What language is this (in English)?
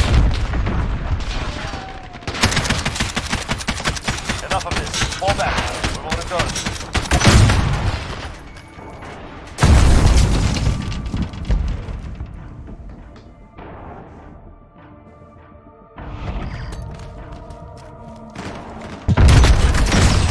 English